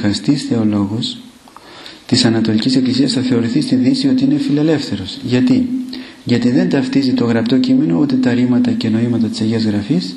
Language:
Greek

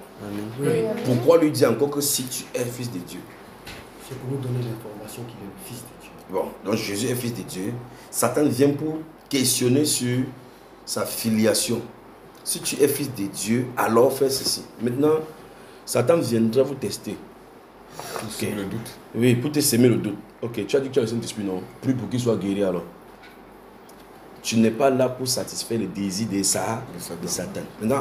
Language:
French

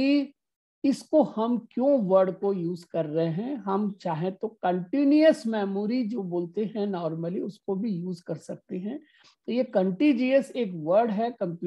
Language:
Hindi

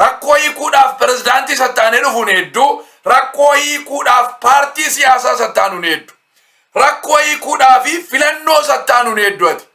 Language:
Oromo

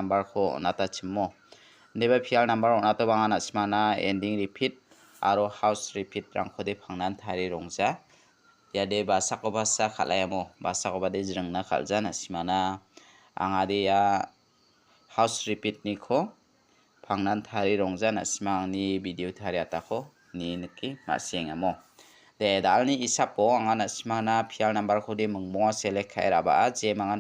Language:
Garo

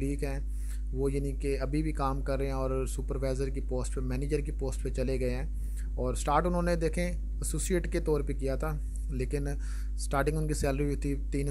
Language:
Hindi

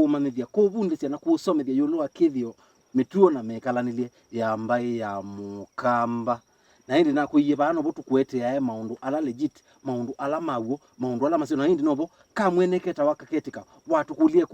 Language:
Kamba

